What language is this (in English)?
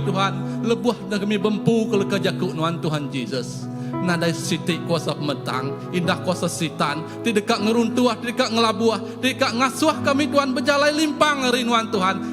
Iban